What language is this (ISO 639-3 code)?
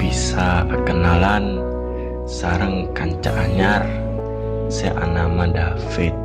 mad